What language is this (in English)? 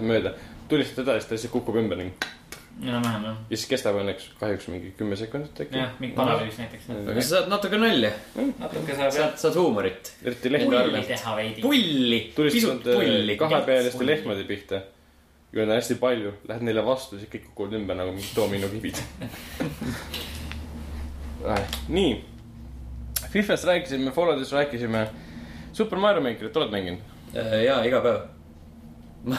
Estonian